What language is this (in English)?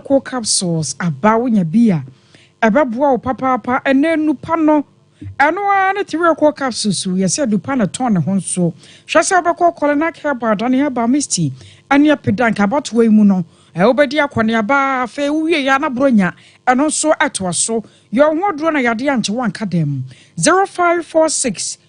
Akan